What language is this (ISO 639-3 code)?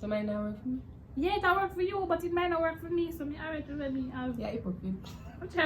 jam